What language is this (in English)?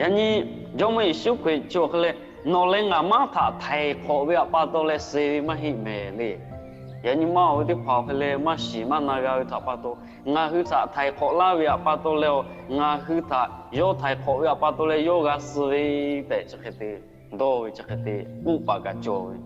Lahu